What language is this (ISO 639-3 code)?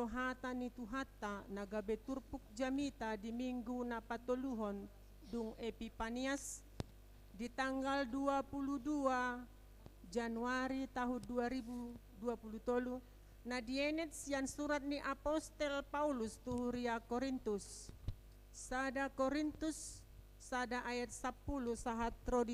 bbc